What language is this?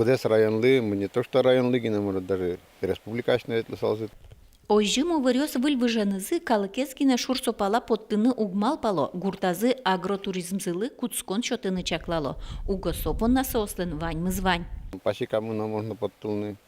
Udmurt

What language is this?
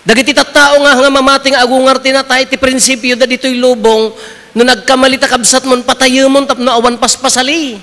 Iloko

